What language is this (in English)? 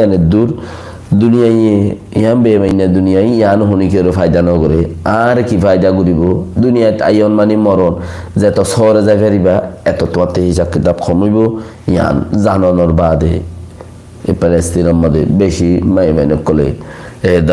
Rohingya